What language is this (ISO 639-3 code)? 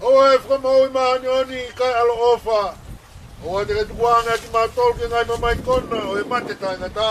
ton